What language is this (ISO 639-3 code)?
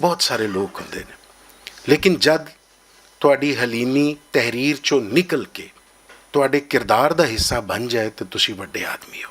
lah